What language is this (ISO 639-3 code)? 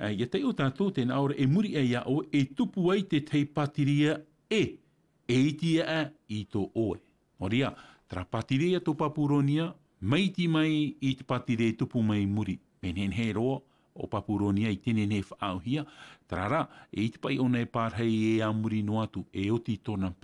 tah